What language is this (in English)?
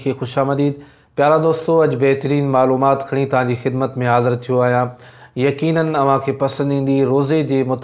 Sindhi